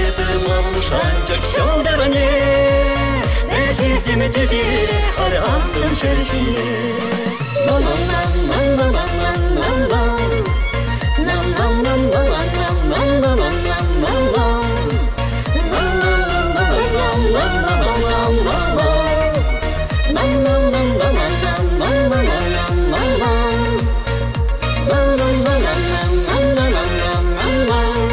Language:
Chuvash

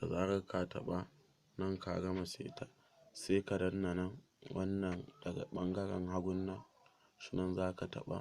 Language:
Hausa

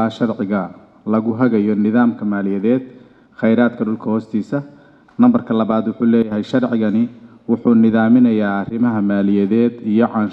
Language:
Somali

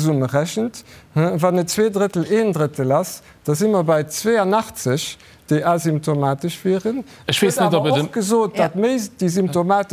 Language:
Luxembourgish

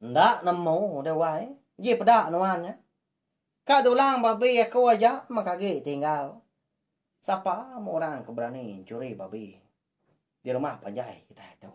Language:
Iban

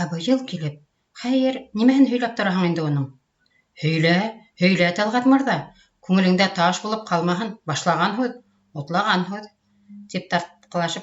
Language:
Bashkir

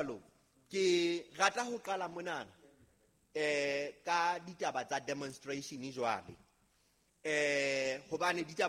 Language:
Southern Sotho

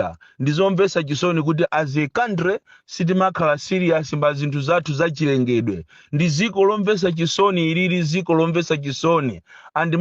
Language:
Nyanja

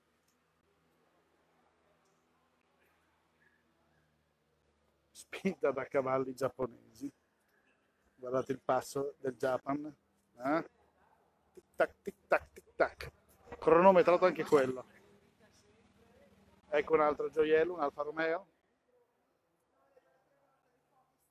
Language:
Italian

